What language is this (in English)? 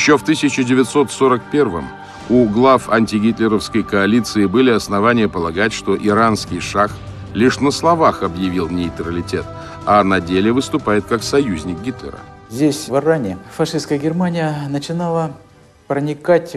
Russian